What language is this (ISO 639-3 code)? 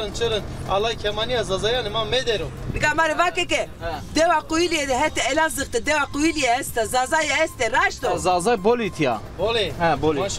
zza